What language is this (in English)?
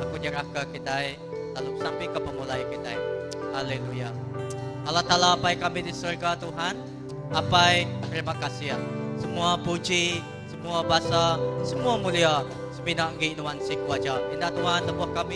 Iban